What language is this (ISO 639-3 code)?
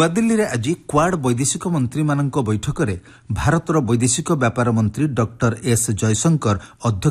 ori